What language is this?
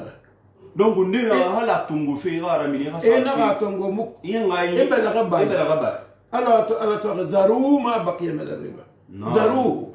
Susu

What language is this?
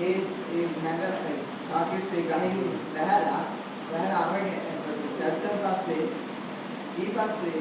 Sinhala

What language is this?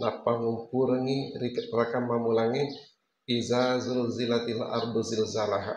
Buginese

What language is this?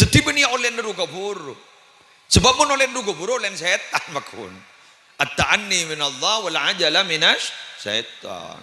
Madurese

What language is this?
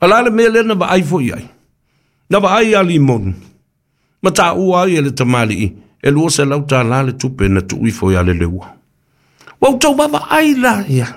Samoan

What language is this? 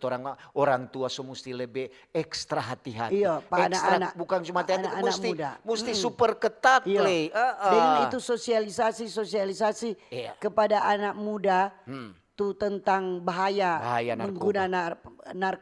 Manado Malay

